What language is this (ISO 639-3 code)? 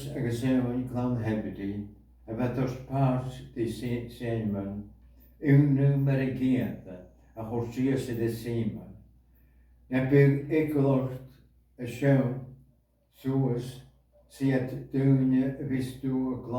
gla